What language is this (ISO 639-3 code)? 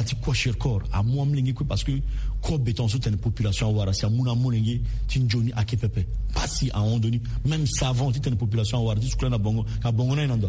sag